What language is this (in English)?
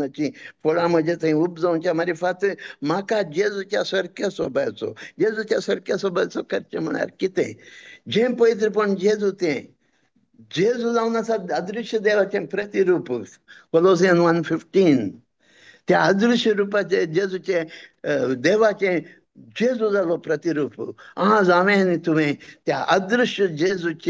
Konkani